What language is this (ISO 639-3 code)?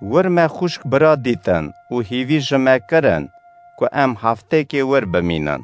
kur